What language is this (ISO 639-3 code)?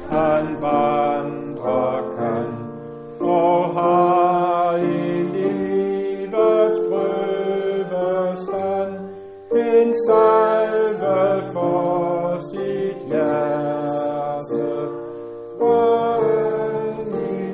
dan